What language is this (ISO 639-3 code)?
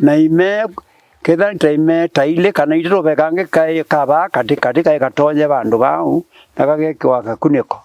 kam